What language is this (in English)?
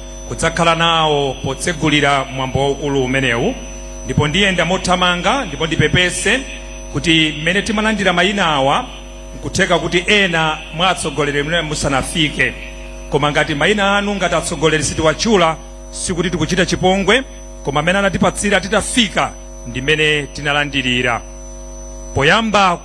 Nyanja